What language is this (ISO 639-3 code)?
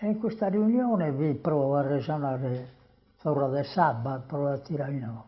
srd